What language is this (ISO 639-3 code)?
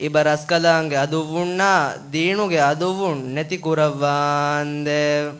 div